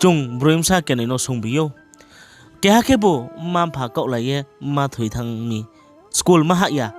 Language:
Riang (India)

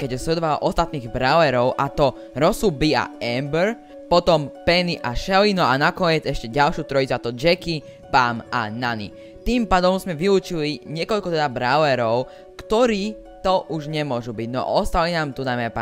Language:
Slovak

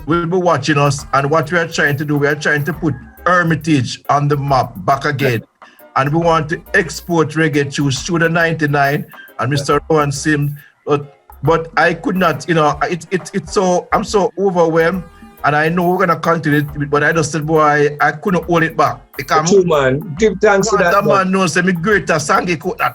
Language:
Jamaican Creole English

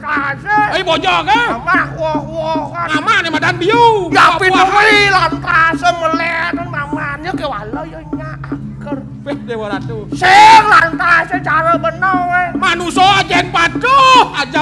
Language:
Balinese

